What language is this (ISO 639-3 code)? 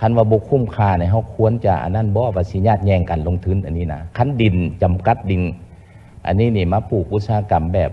lao